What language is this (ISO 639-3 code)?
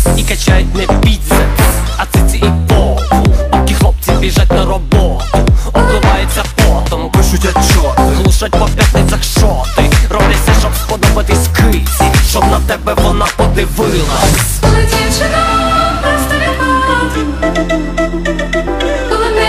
ukr